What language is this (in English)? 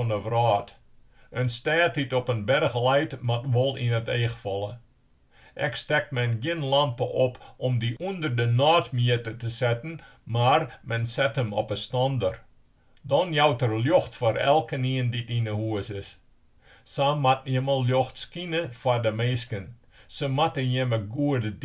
Western Frisian